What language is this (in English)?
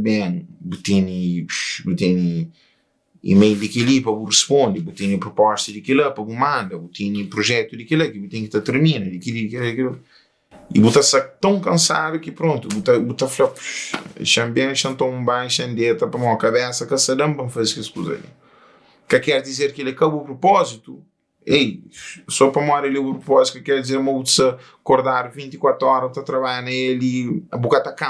Kabuverdianu